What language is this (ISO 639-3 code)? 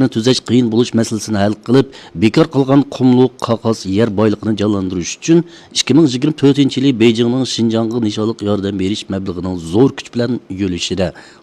uig